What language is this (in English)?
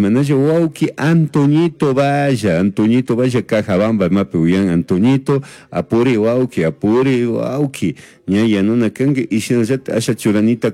Chimborazo Highland Quichua